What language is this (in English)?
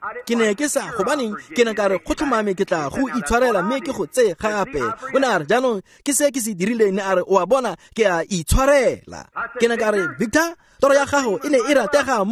Tswana